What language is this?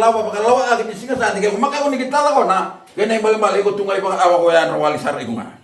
Fijian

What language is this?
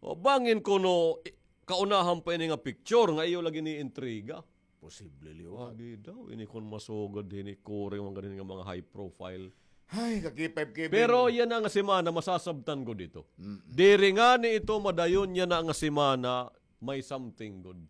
Waray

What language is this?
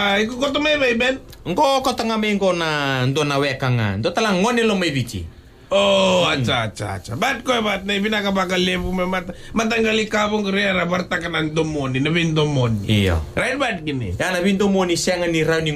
Fijian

